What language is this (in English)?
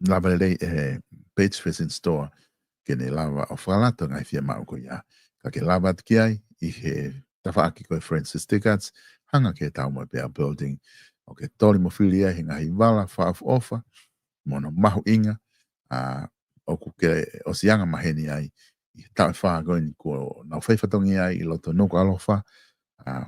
Tongan